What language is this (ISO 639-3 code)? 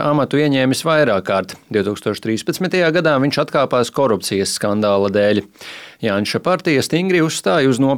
lav